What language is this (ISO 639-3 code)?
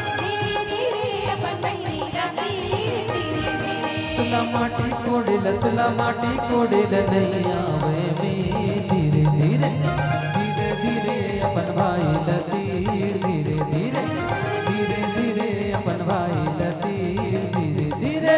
hne